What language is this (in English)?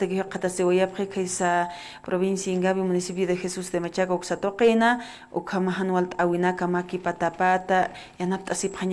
Aymara